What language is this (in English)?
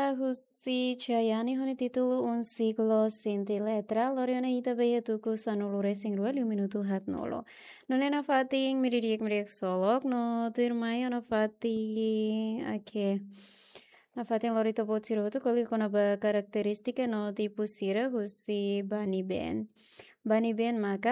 Tetum